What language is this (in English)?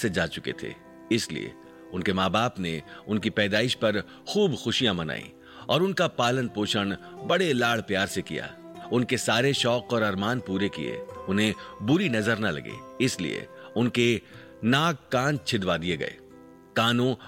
Hindi